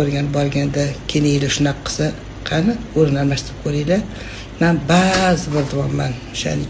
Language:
Uzbek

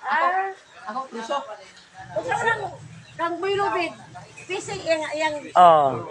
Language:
Cebuano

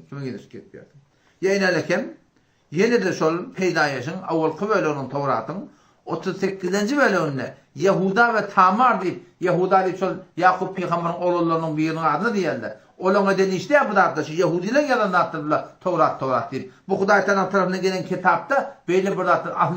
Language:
Turkmen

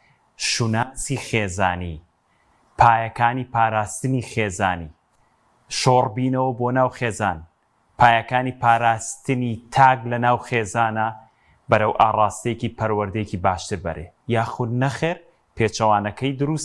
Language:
Central Kurdish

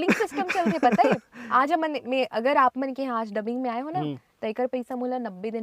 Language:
Chhattisgarhi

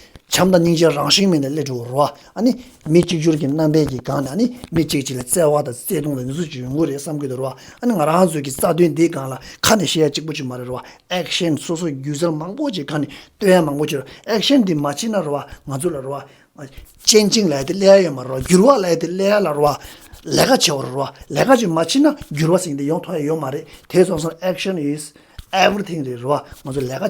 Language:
Tibetan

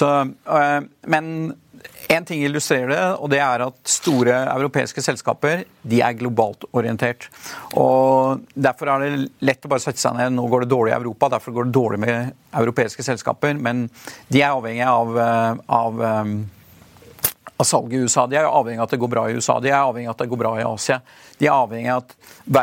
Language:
Norwegian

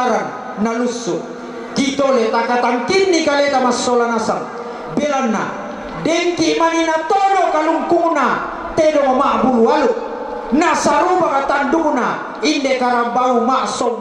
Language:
Toraja-Sa'dan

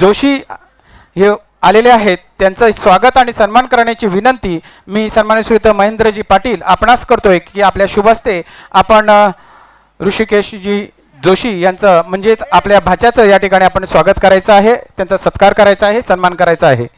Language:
Marathi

